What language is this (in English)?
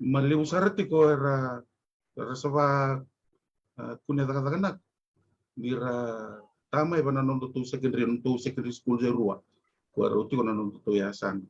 Fijian